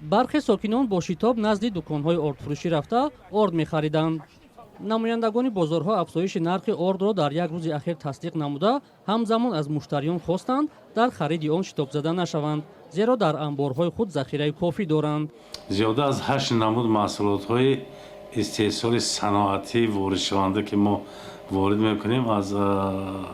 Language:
Tajik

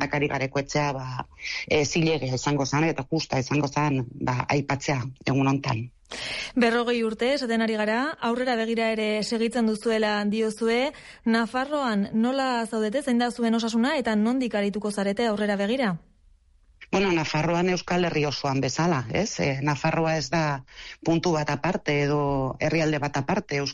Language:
Basque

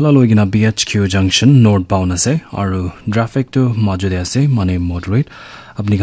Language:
Naga Pidgin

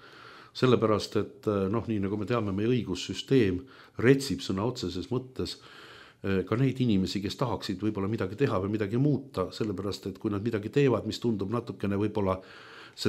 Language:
Estonian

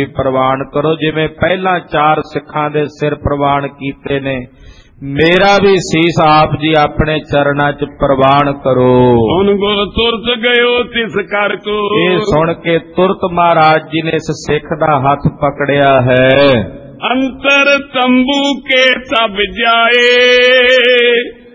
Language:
Punjabi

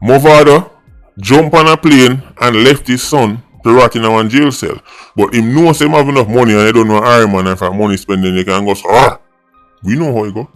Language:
Jamaican Creole English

